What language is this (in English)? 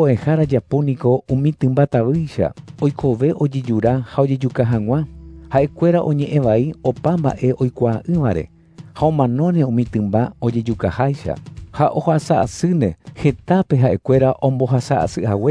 Guarani